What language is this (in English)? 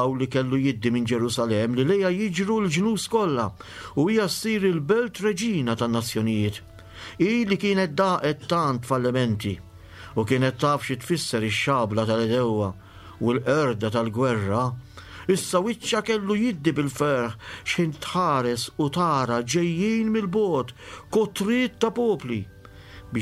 Maltese